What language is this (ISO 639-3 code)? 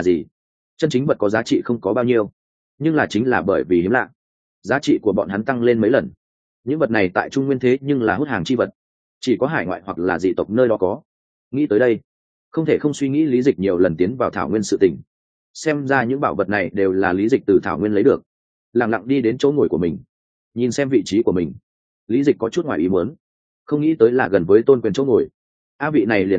vie